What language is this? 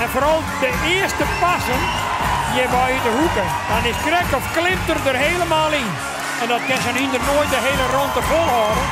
Western Frisian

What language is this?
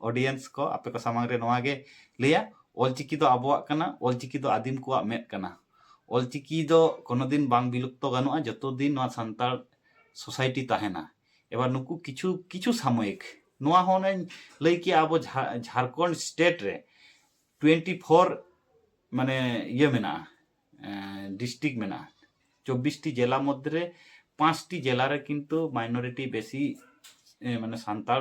Santali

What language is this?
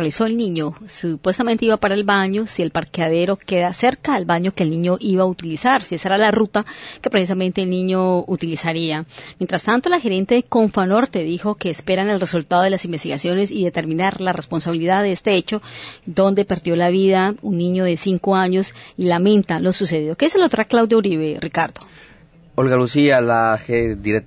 Spanish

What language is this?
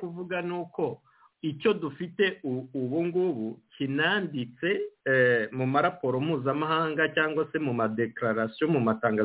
Kinyarwanda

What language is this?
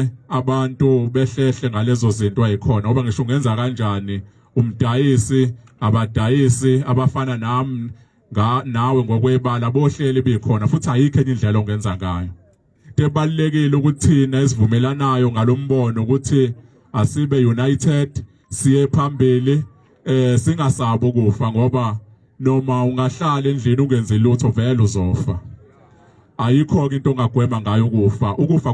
Zulu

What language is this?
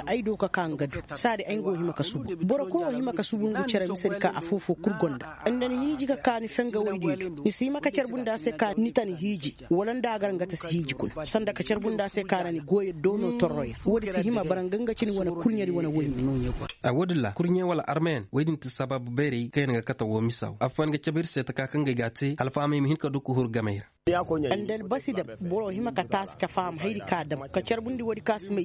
Koyraboro Senni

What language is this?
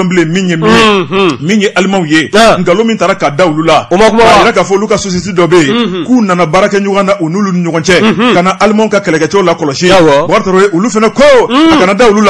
Bambara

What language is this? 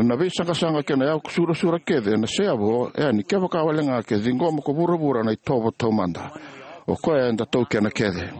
Fijian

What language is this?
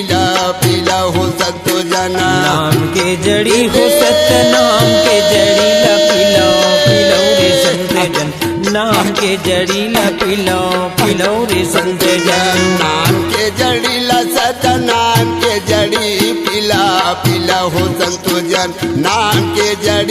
Chhattisgarhi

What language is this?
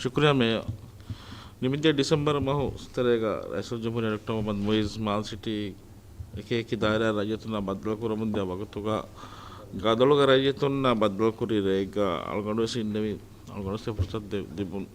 Divehi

